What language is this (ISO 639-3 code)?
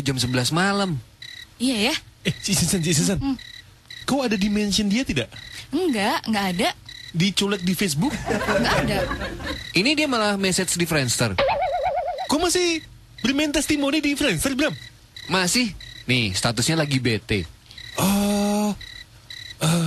ind